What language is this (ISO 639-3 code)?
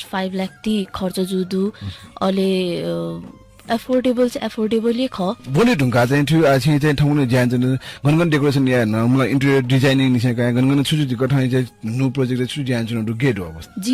new